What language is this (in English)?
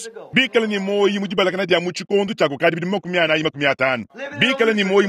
Luba-Lulua